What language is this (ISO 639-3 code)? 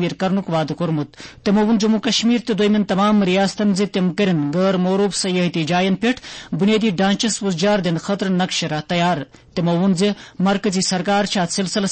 kas